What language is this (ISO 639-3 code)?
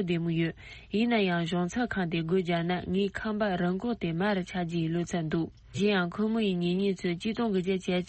bod